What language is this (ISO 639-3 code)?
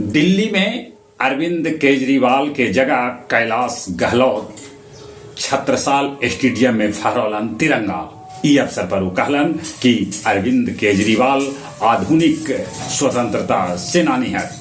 mag